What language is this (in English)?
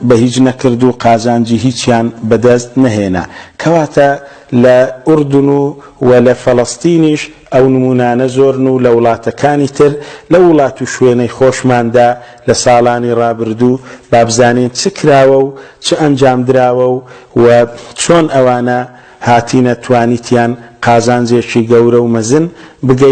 Central Kurdish